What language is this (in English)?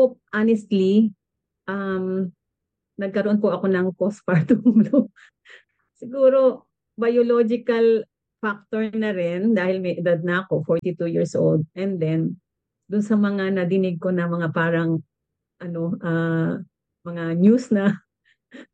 Filipino